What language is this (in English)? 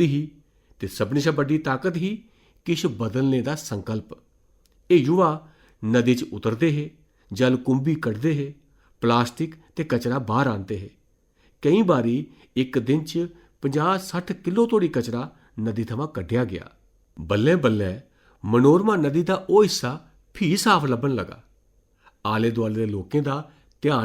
Dogri